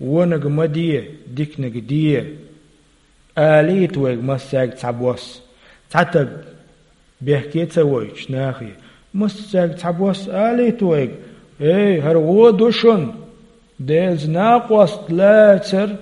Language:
Chechen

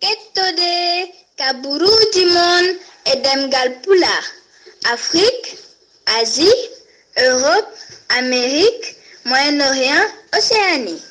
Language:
Fula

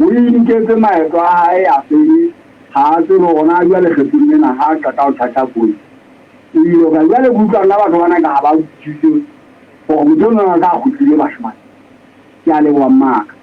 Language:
Southern Sotho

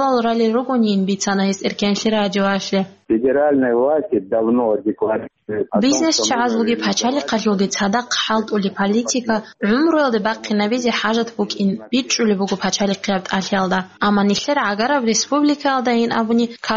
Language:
Avaric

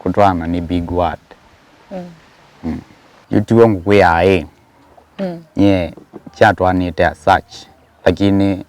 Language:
Kamba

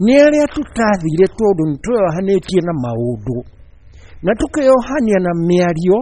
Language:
Kikuyu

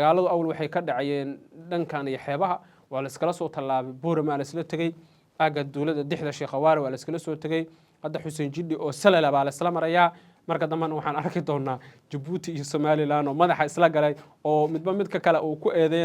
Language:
Somali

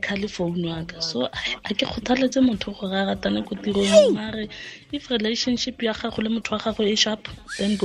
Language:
Tswana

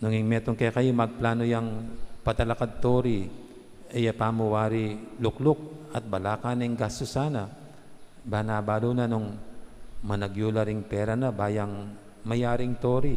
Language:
Pampanga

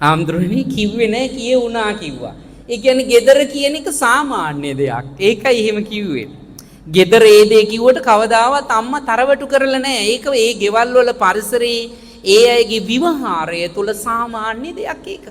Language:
Sinhala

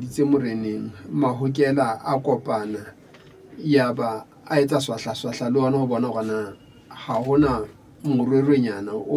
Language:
Southern Sotho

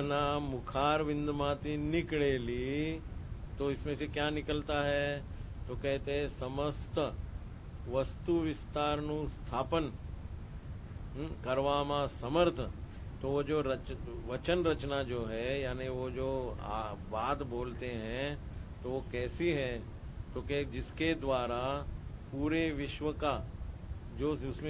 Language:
Hindi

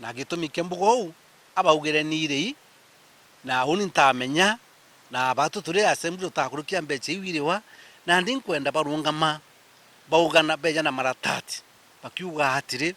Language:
Meru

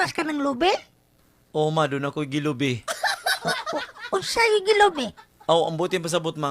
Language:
Cebuano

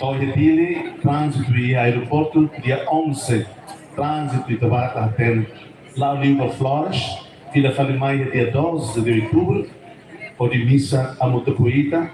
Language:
Tetum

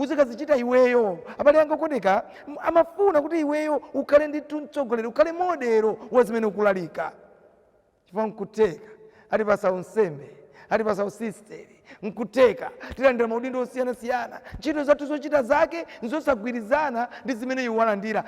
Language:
Nyanja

